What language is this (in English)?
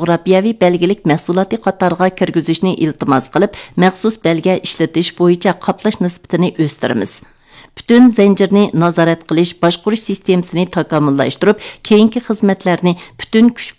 Uyghur